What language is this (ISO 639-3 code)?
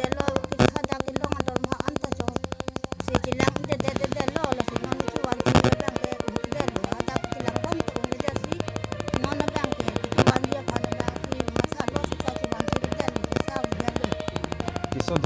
mjw